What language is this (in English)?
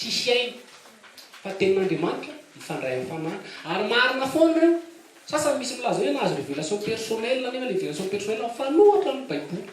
Malagasy